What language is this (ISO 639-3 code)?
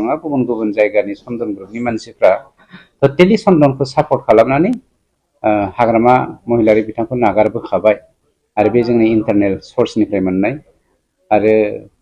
brx